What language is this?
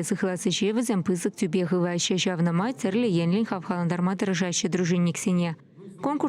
Chuvash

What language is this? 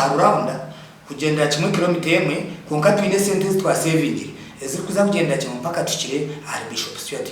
Nyankole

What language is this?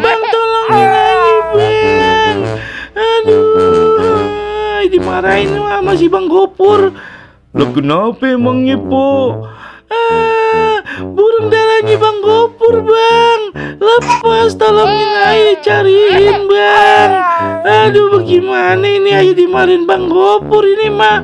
Betawi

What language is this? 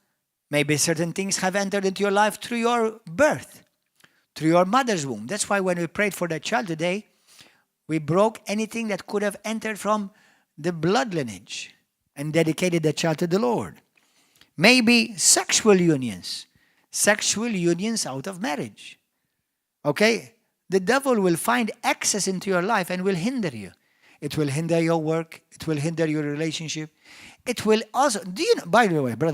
English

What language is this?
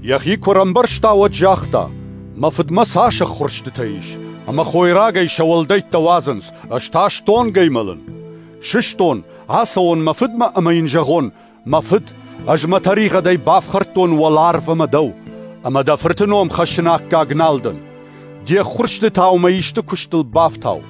Ossetic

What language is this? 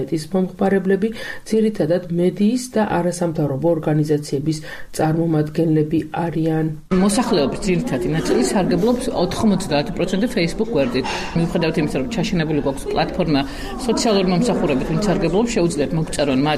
Georgian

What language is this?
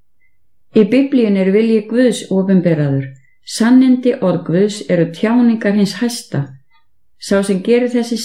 Icelandic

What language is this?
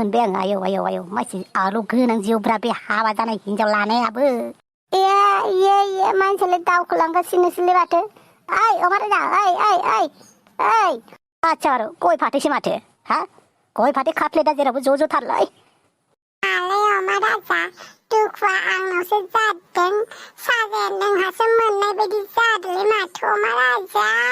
Bodo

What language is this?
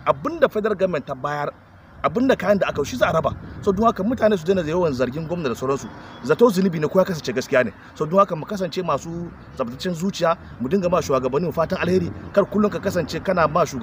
Hausa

